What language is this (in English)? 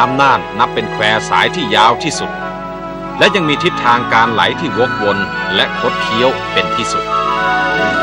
Thai